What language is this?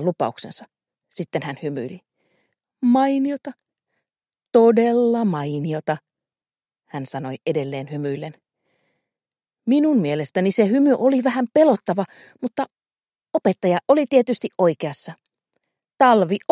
Finnish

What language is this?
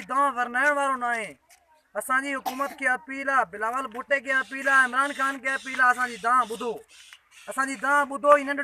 Sindhi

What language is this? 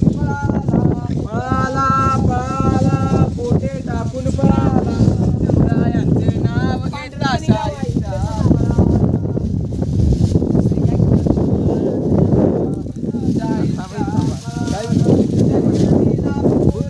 Marathi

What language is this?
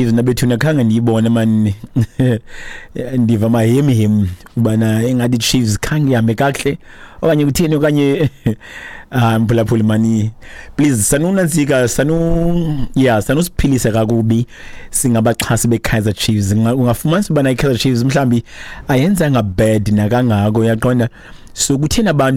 Xhosa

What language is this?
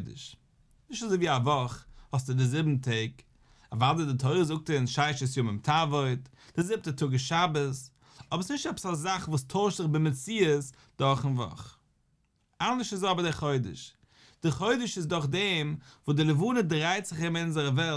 Yiddish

